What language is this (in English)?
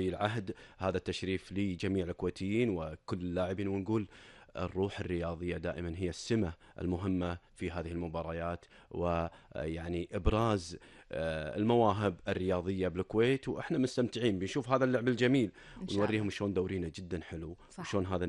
Gulf Arabic